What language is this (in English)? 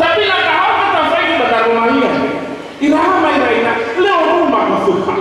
Nias